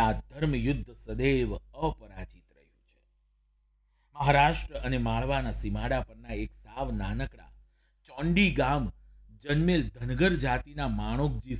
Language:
Gujarati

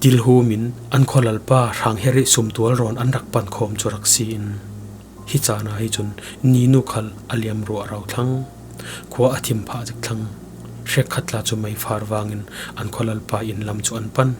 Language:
Falam Chin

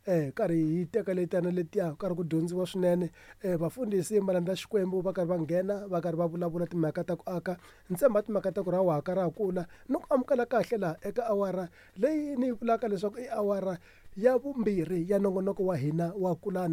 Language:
Tsonga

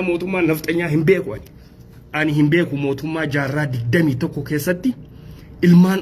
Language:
Oromo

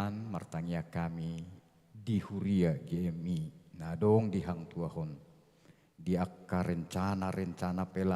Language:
Batak Toba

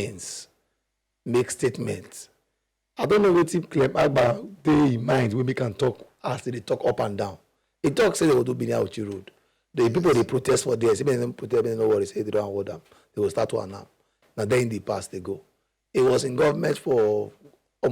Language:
Nigerian Pidgin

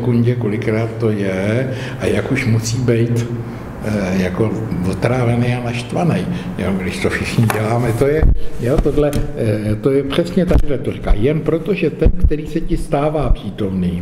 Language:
Czech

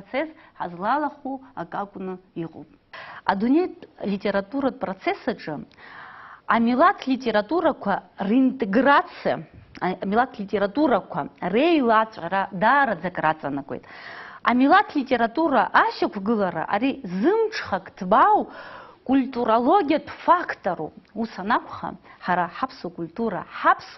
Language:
Abkhazian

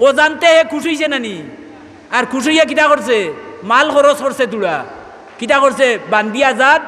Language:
Sylheti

